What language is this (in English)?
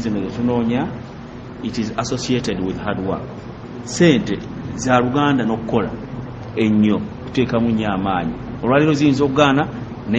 Ganda